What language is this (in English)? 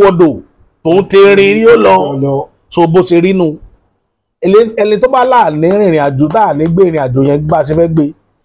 Yoruba